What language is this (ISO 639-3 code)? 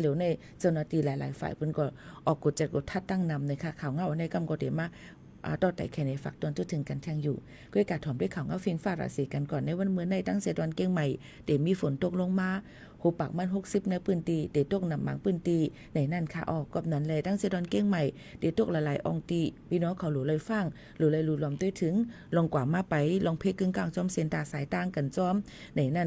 shn